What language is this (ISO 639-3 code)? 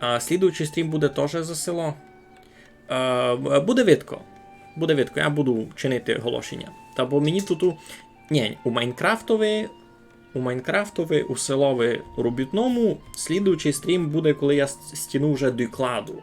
rue